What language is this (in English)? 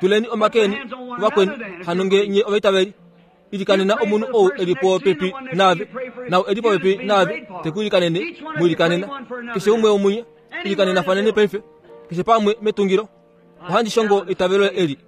Kuanyama